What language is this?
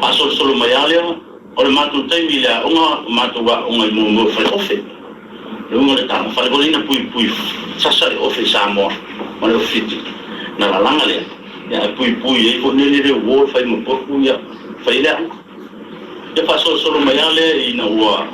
Samoan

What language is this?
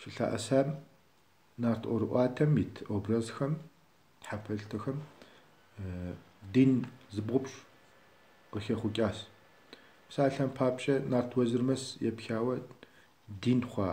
Kabardian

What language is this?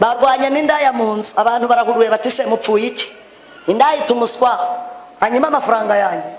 Kinyarwanda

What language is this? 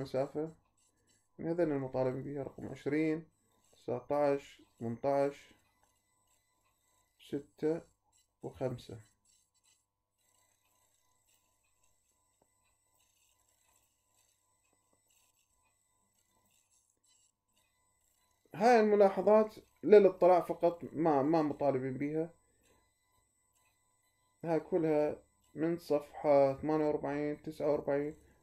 Mesopotamian Arabic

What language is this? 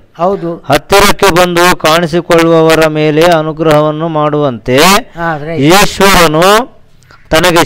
Kannada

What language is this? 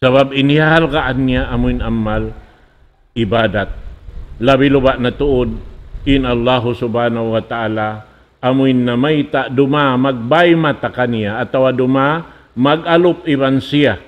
Tausug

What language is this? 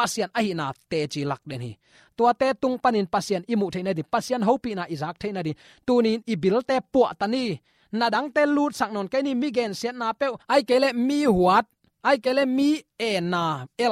Tedim Chin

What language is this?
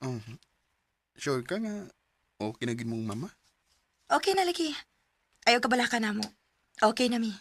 Cebuano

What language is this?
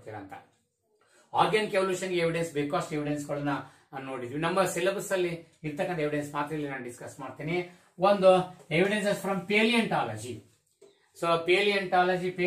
Kannada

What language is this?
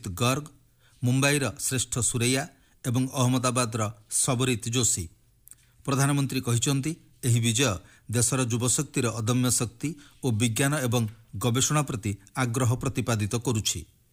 Odia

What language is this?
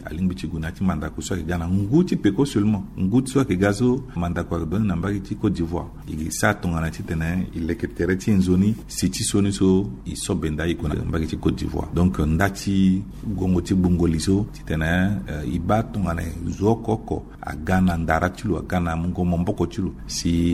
Sango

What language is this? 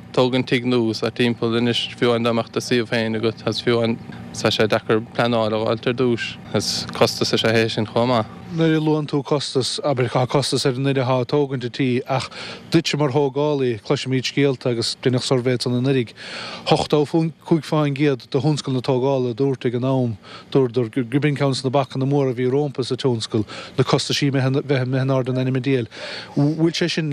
Irish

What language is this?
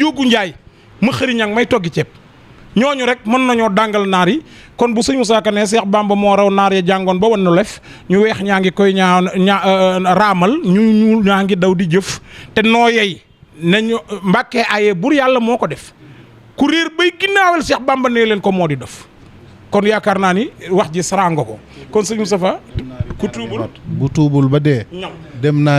Wolof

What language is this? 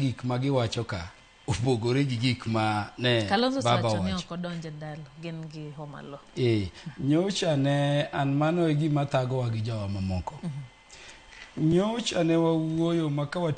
Luo (Kenya and Tanzania)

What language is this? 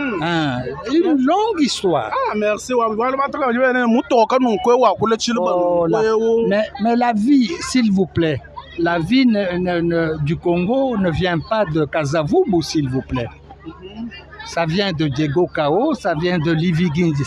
Luba-Lulua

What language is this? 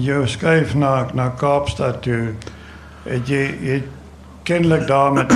Afrikaans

